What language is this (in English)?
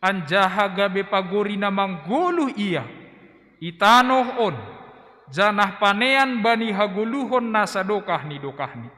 Batak Simalungun